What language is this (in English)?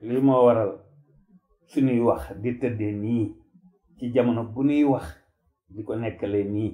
Wolof